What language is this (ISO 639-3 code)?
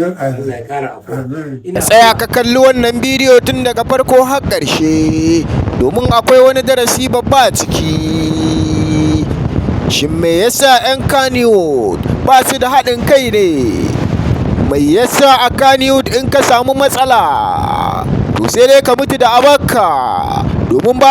hau